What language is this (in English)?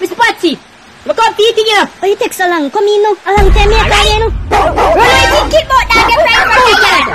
Jamaican Creole English